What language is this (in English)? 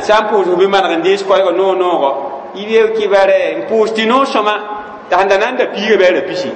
Mossi